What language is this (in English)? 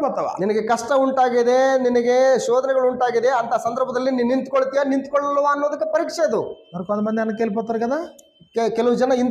Kannada